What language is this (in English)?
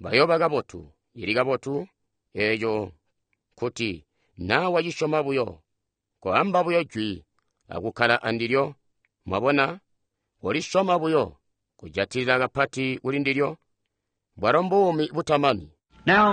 Tonga (Zambia)